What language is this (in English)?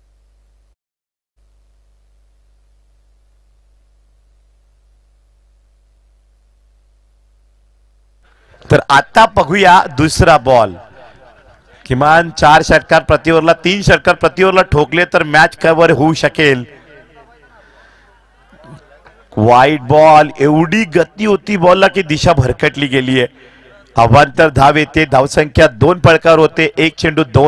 Marathi